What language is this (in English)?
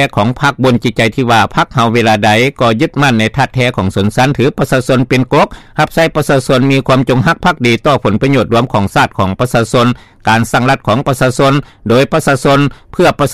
Lao